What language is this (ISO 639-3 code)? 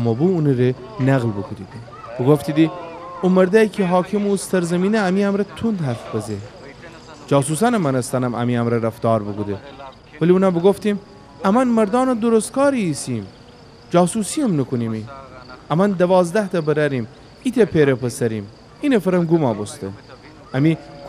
glk